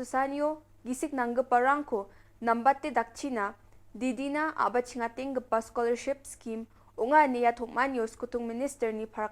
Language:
Garo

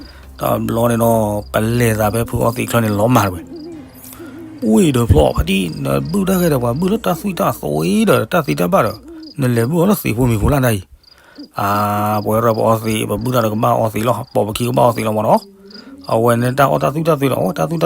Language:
S'gaw Karen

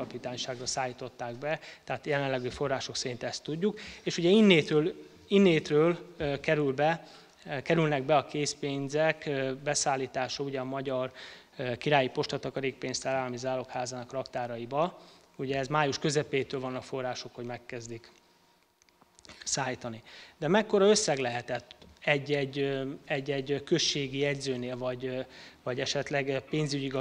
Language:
Hungarian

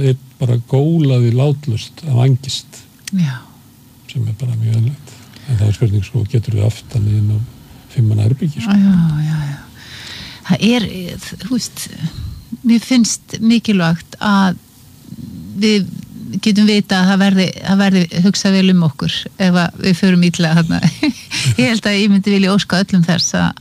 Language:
Icelandic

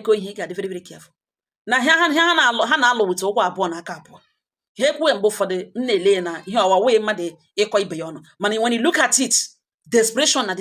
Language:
Igbo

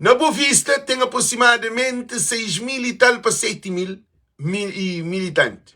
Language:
Kabuverdianu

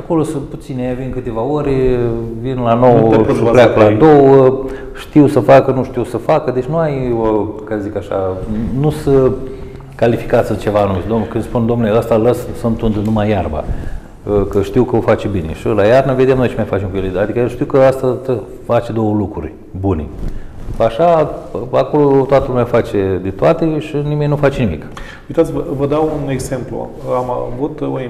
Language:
Romanian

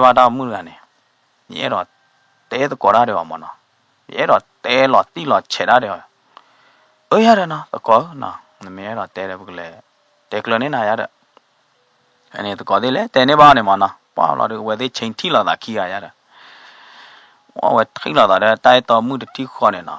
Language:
S'gaw Karen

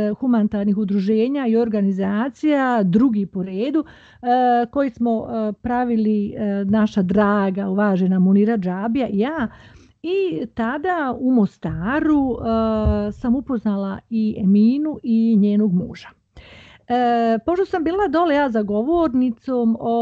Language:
Bosnian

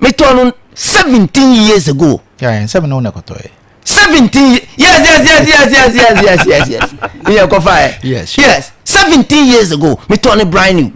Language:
Akan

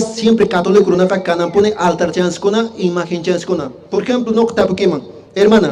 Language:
Quechua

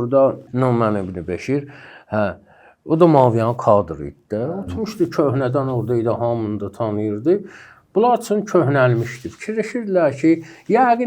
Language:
Azerbaijani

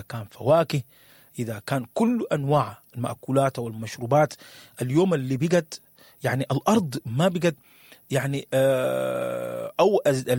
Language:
Sudanese Arabic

